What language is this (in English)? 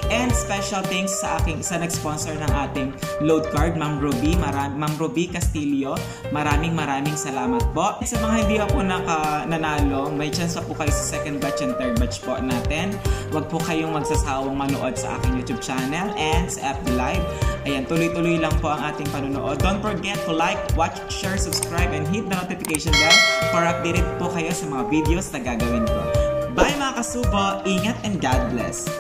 Filipino